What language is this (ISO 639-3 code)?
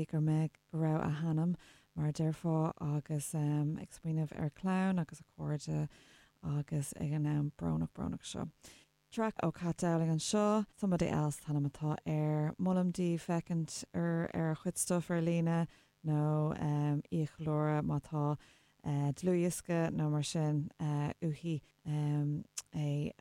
gle